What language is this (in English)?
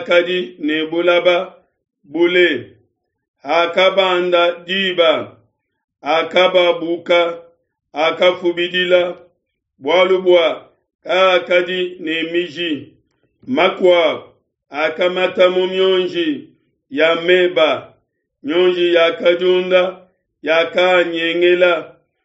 Luba-Lulua